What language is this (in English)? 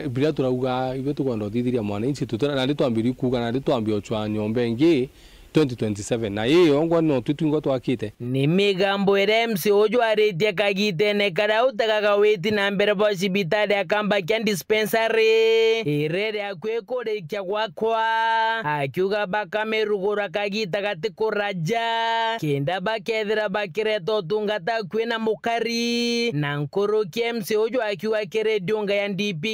Meru